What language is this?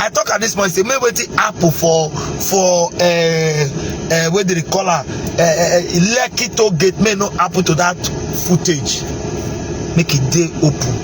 Nigerian Pidgin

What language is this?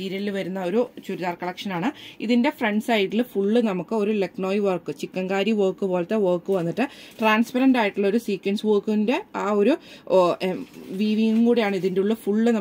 Malayalam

